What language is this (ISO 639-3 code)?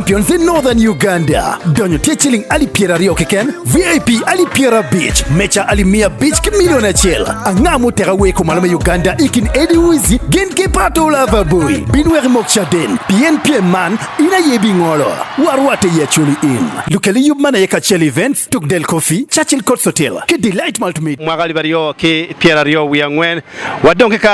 ach